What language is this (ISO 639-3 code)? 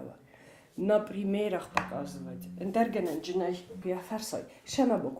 oss